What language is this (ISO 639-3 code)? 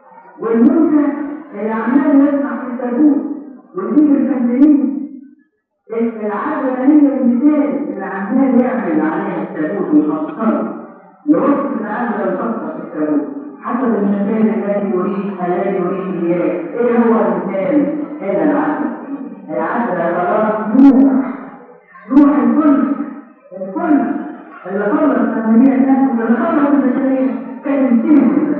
arz